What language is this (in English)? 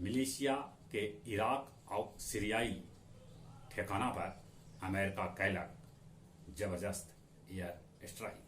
Magahi